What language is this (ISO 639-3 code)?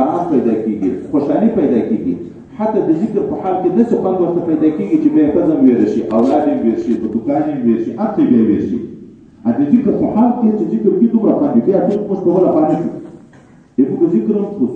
pus